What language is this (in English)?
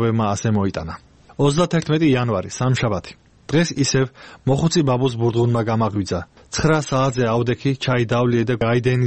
Georgian